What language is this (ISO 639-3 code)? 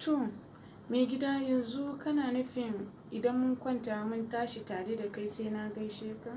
hau